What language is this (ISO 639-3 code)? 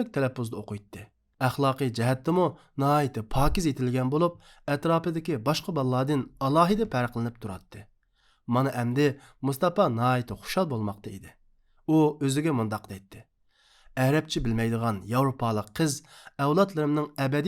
uig